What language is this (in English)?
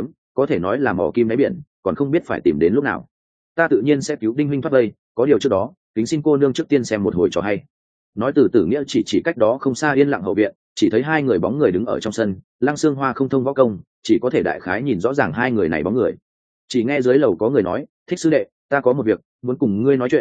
Vietnamese